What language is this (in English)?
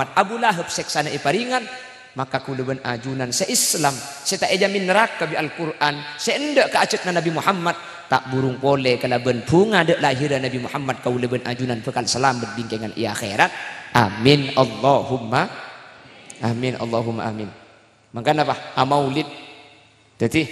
Madurese